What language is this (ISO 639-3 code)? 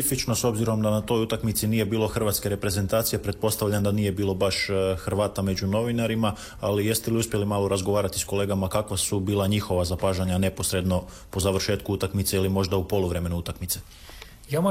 hrv